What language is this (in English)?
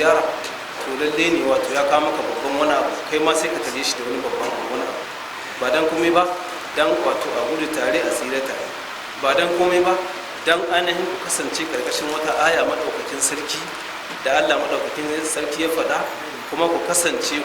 Hausa